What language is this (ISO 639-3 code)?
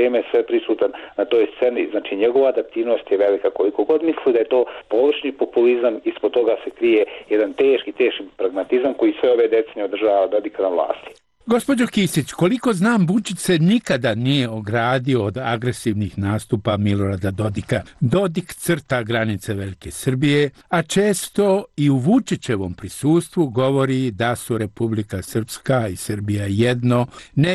bos